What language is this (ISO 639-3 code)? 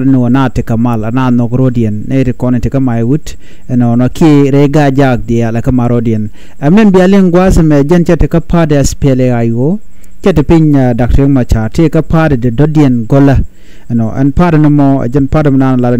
nus